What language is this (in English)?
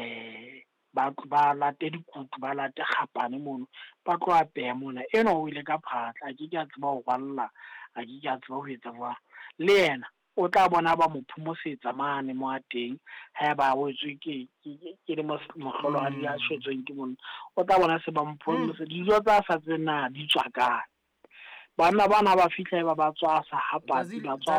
Southern Sotho